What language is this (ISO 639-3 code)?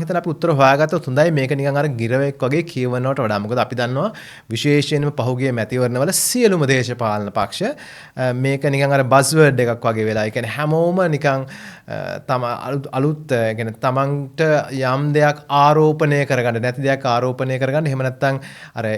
sin